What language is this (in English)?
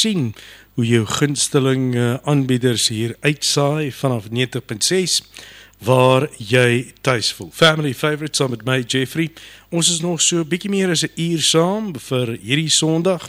Afrikaans